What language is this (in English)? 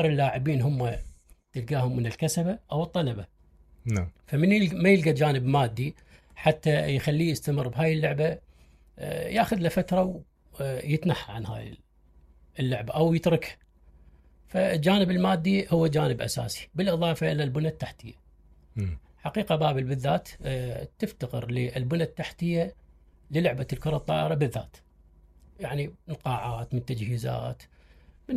Mesopotamian Arabic